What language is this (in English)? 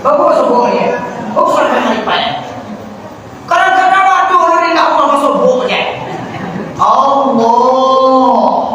Minangkabau